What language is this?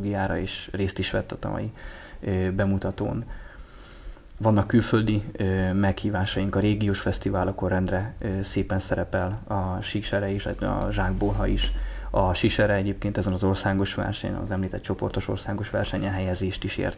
Hungarian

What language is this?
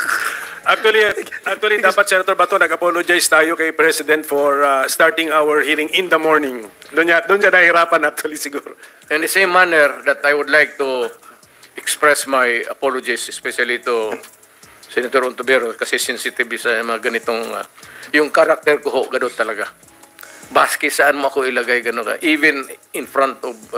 Filipino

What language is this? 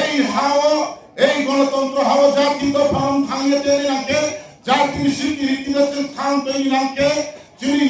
Riang (India)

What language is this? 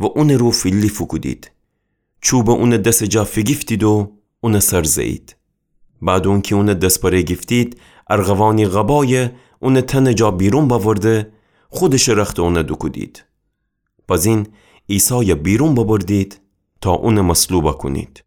Gilaki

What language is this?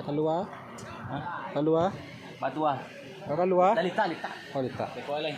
Minangkabau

